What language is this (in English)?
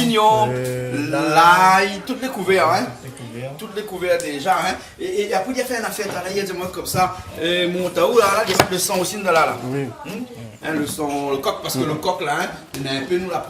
Réunion Creole French